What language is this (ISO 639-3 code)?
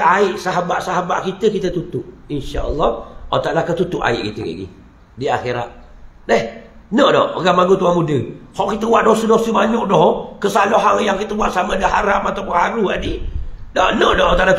msa